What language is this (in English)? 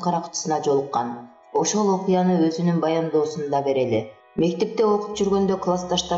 Kyrgyz